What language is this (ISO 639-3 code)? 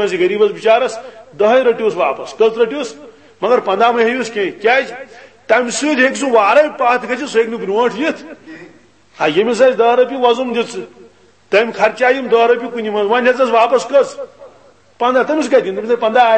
kas